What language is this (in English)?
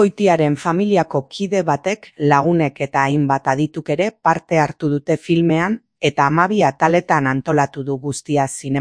Basque